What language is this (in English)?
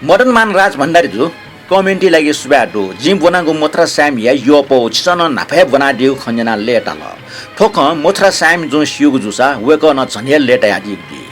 Newari